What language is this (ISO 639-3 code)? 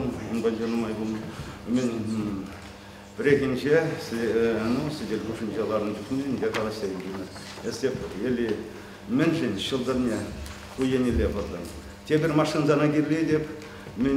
chv